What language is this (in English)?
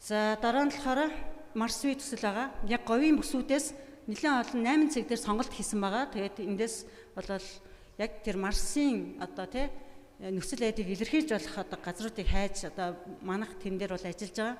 Mongolian